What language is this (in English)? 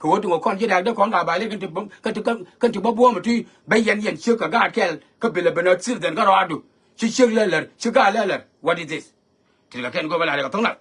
Nuer